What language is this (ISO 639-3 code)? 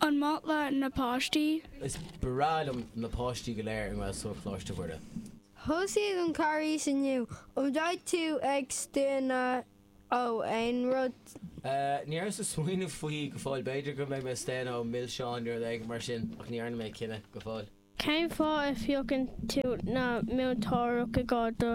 gle